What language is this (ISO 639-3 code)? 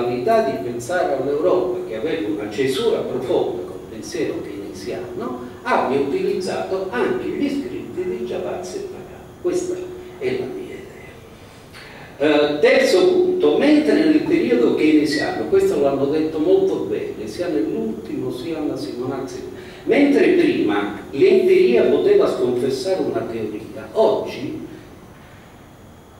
ita